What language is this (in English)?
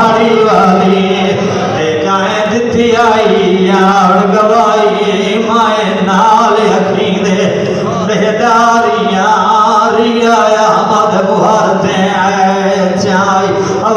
Saraiki